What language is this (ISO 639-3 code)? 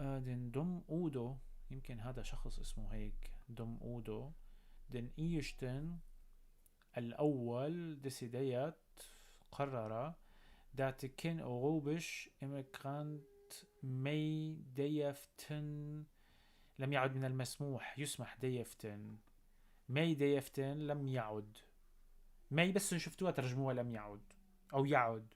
apc